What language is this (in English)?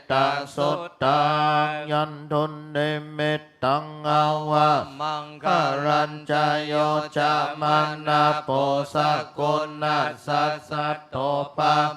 Pali